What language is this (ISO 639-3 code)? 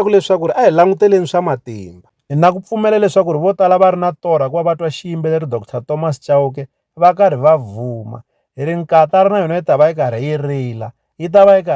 tso